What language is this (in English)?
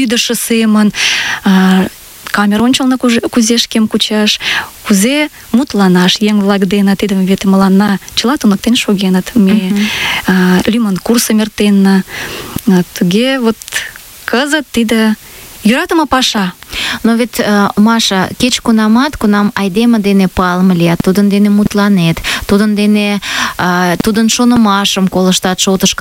Mari